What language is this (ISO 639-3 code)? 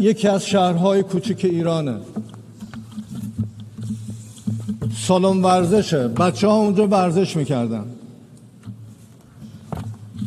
fas